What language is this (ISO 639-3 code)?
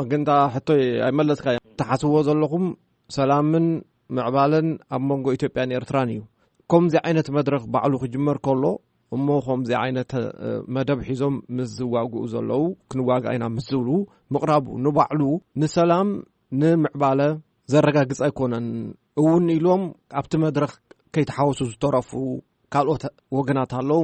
tir